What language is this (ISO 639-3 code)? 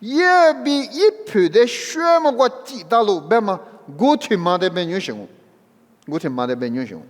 lis